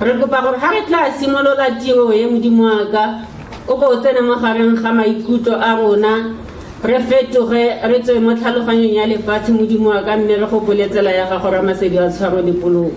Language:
Tswana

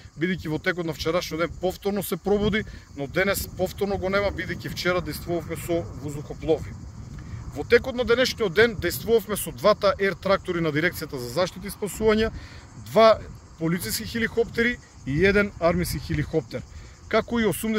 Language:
Macedonian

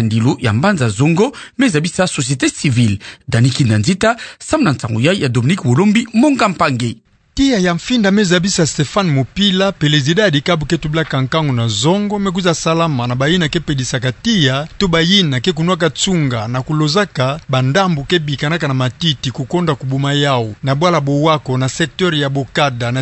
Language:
Kituba (Democratic Republic of Congo)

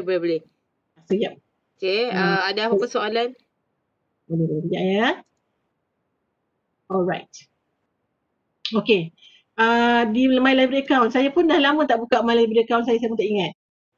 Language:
Malay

